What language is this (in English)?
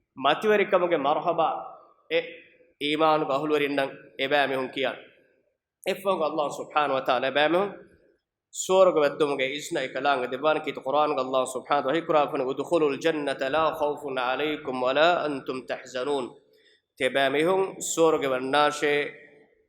Divehi